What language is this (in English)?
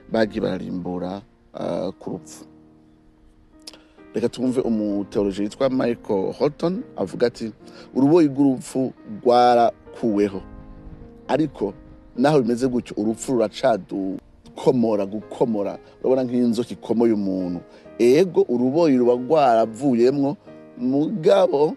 Rundi